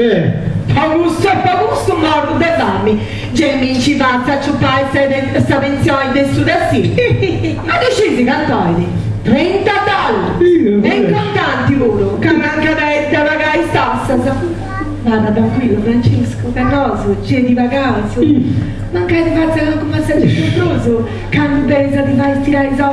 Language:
Sardinian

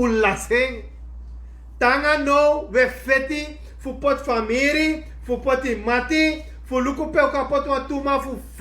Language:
Sranan Tongo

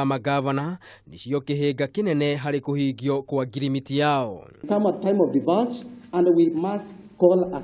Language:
Kikuyu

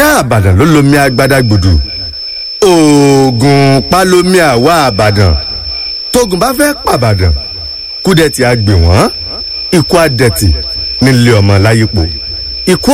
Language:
Yoruba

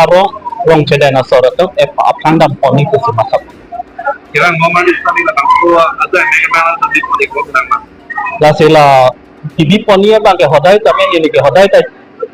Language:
Karbi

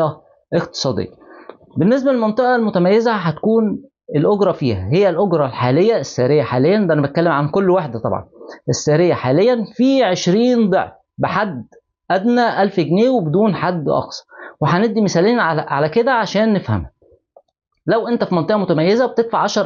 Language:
Egyptian Arabic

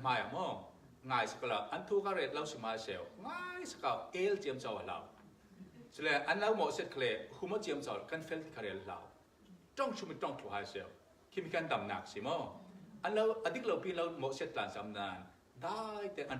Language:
Falam Chin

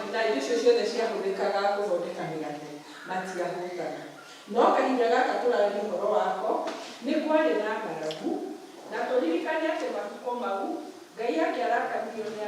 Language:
Kikuyu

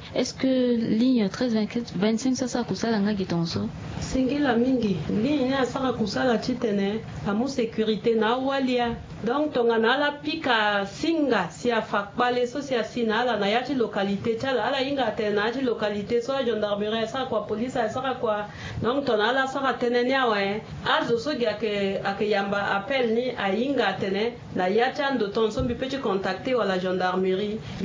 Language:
Sango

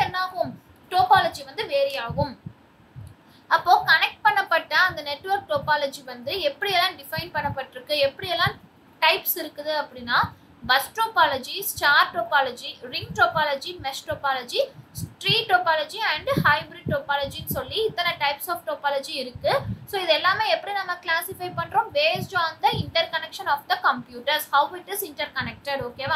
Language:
Tamil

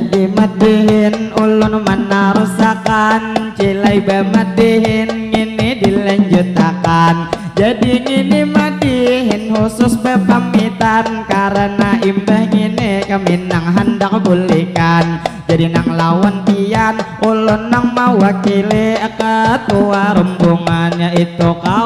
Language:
Banjar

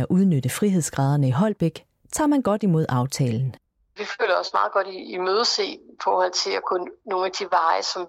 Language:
Danish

